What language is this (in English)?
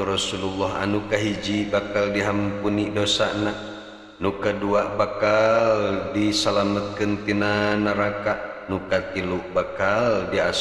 Sundanese